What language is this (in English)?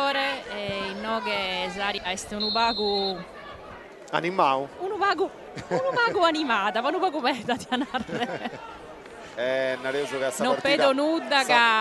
Sardinian